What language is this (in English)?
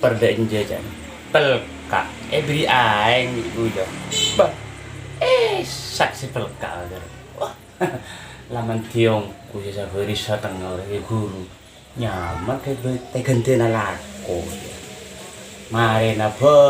Madurese